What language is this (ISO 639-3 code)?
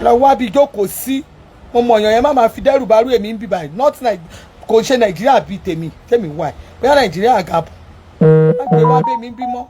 yor